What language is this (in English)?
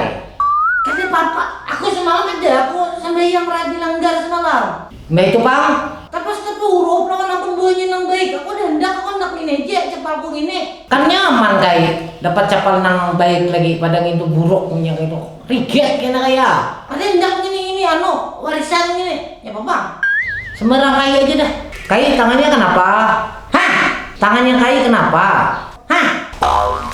Banjar